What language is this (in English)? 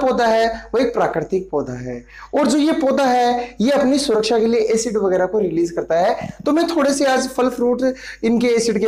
Hindi